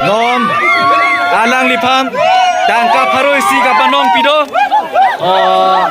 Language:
Karbi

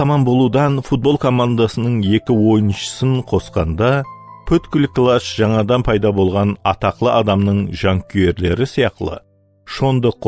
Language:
Kara-Kalpak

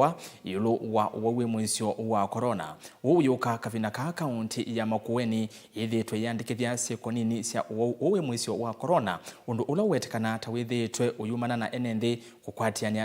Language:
Kamba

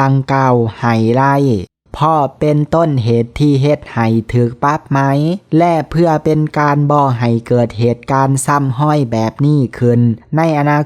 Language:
Lao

